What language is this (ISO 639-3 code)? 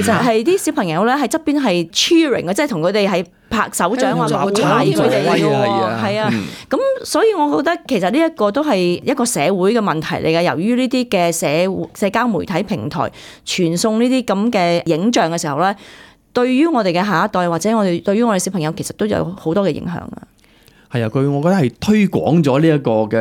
yue